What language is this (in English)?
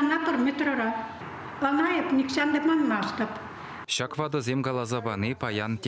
Chuvash